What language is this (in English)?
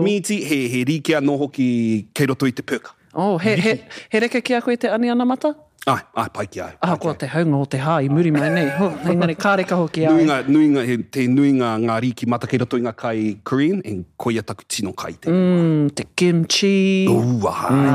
Māori